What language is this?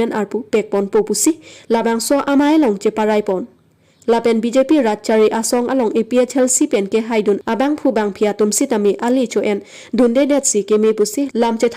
Karbi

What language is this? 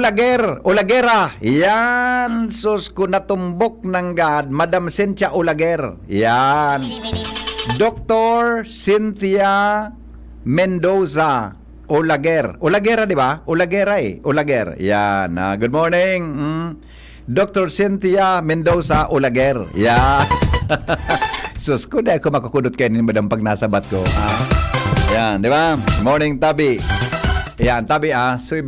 Bikol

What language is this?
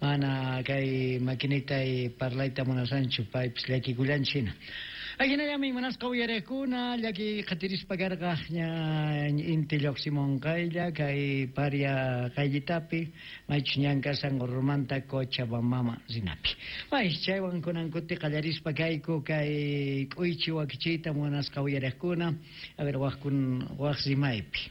Quechua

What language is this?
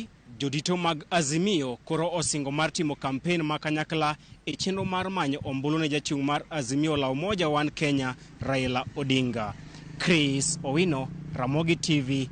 Luo (Kenya and Tanzania)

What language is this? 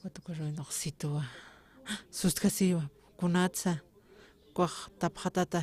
Aymara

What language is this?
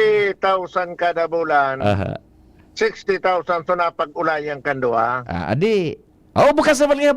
Bikol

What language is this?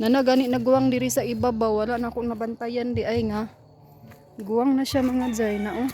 Cebuano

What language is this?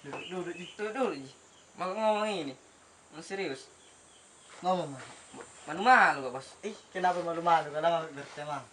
Makassar Malay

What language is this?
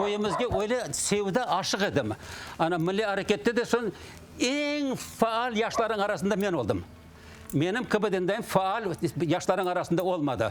Crimean Tatar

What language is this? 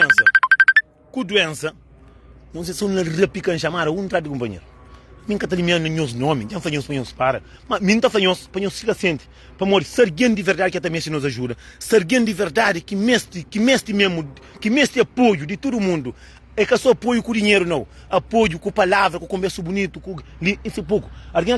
Kabuverdianu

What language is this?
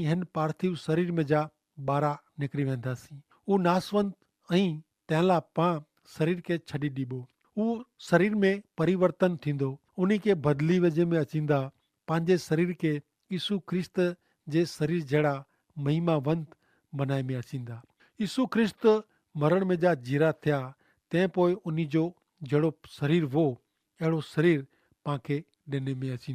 Kachhi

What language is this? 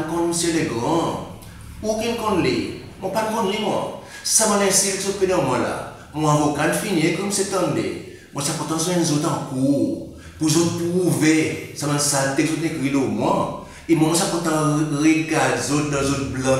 Seselwa Creole French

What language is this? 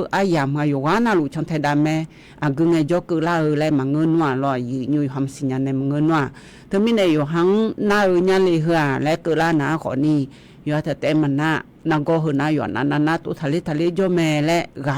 Akha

